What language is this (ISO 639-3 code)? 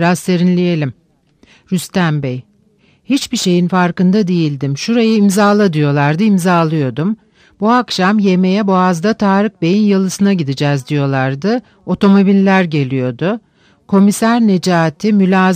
tur